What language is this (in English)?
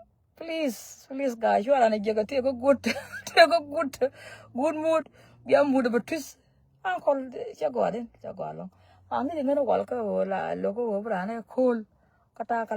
Nuer